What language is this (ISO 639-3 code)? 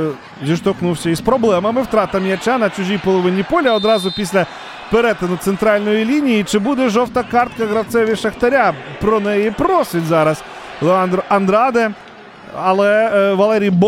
ukr